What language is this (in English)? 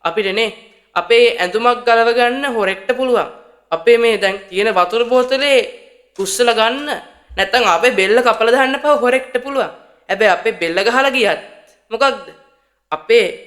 Sinhala